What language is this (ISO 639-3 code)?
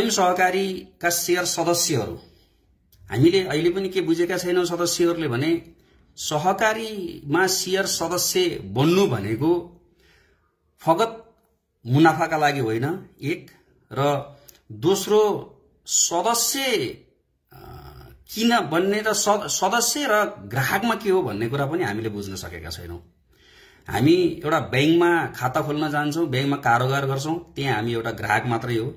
nep